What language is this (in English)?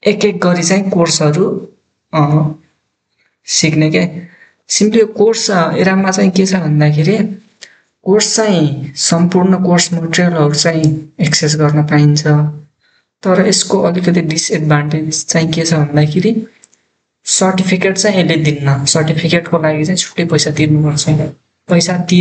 Nepali